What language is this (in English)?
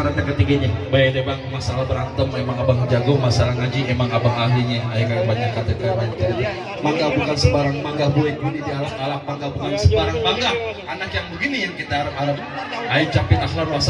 Betawi